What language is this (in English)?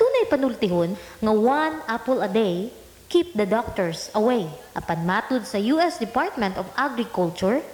Cebuano